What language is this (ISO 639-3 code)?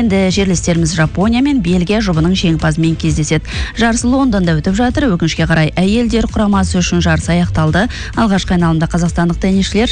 kaz